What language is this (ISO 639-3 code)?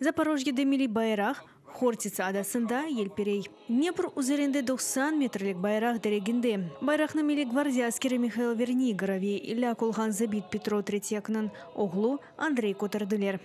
crh